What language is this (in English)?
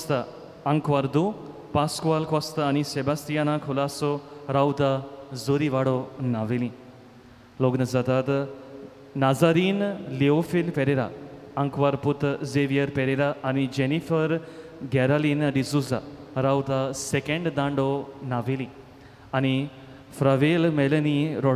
Konkani